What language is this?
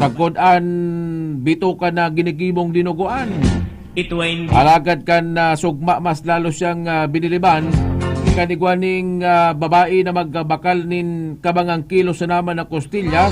Bikol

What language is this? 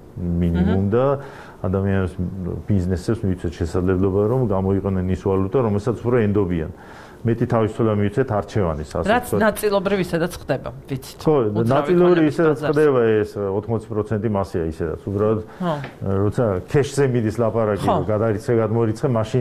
Georgian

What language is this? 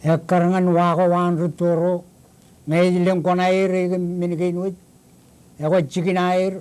Marshallese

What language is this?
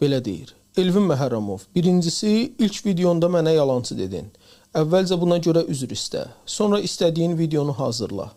Azerbaijani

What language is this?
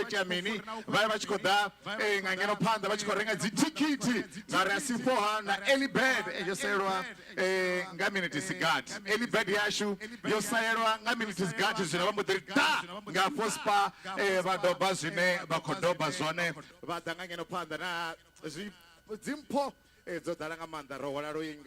Venda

